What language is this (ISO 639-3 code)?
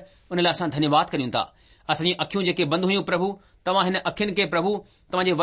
snd